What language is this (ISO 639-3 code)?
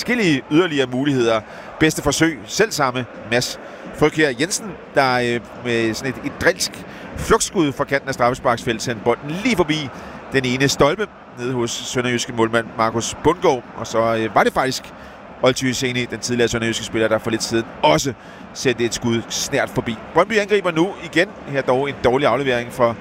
dan